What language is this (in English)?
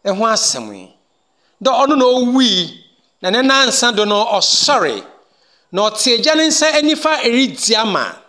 Akan